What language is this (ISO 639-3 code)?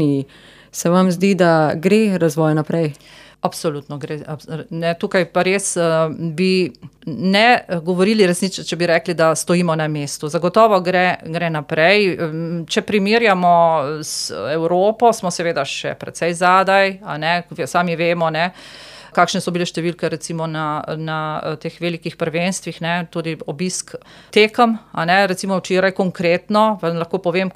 slv